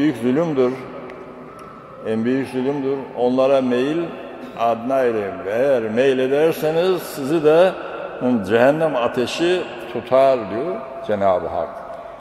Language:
Turkish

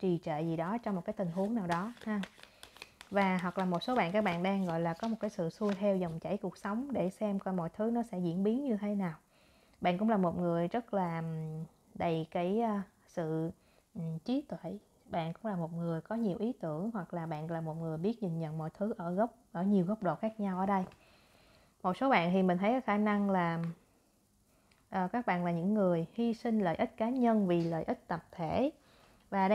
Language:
Vietnamese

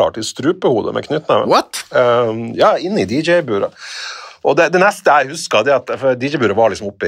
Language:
Norwegian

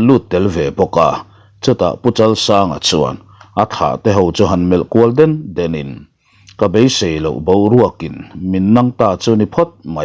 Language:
Mizo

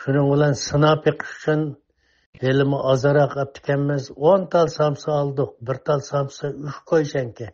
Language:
Uyghur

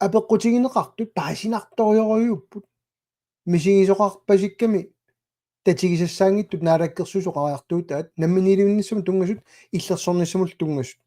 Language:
Kalaallisut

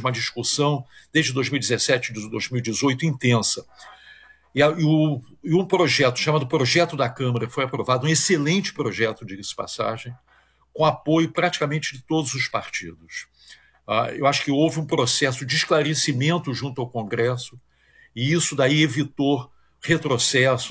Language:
Portuguese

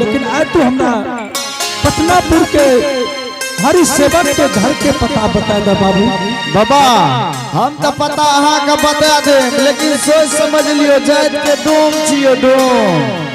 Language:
Angika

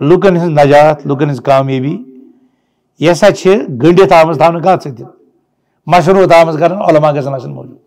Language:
Kashmiri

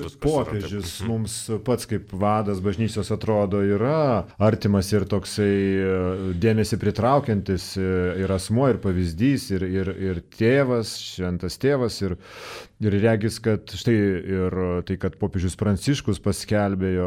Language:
Lithuanian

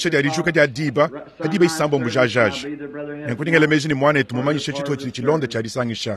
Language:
Luba-Lulua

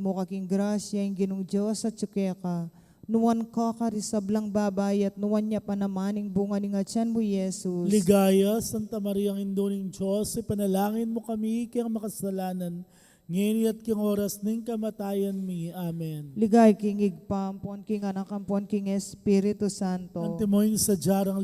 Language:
Pampanga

